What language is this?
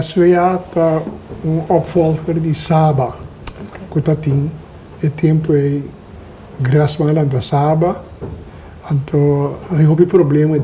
Papiamento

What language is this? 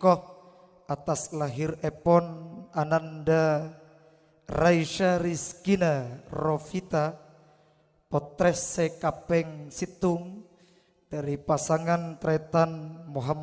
Madurese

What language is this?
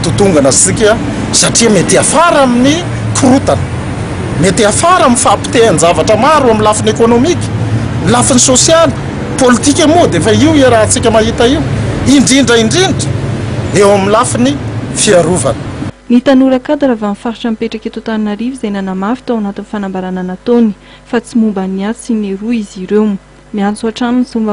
Malagasy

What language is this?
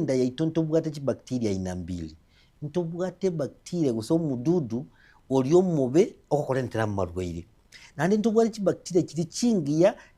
Gusii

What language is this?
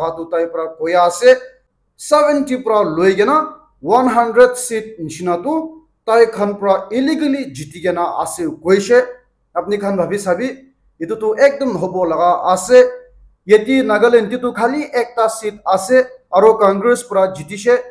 Naga Pidgin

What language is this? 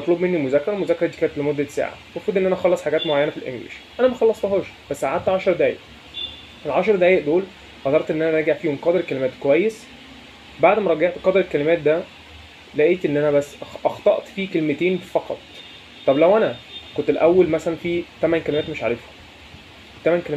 Egyptian Arabic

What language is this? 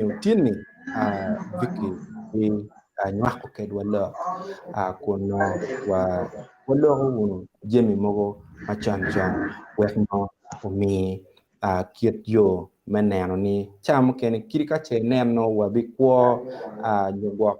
Acoli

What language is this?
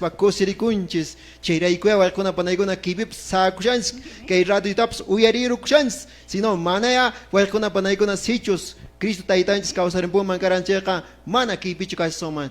Quechua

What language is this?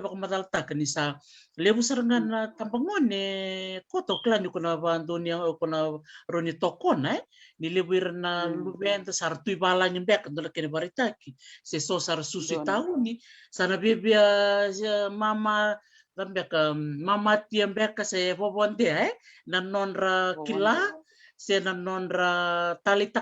Fijian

